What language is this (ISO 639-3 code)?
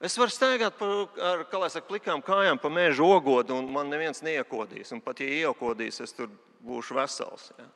lav